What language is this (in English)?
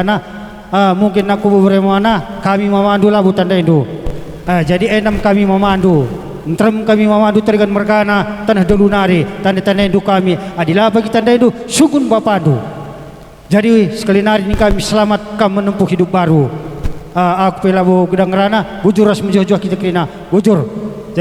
Batak Karo